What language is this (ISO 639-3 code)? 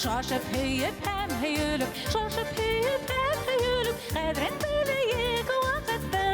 bak